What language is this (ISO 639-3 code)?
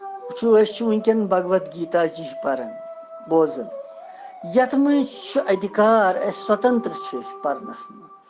kas